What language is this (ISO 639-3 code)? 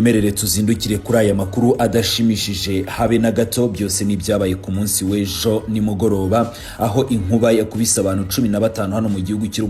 kin